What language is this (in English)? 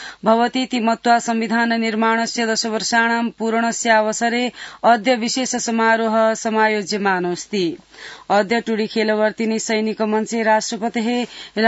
Sanskrit